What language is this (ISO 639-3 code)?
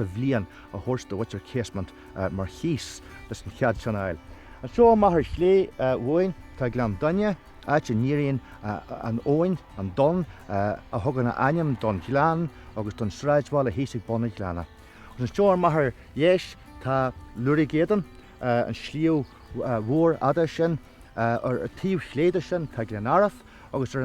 gle